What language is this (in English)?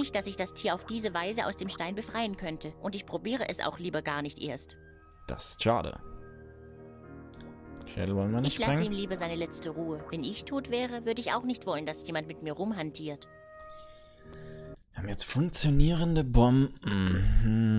German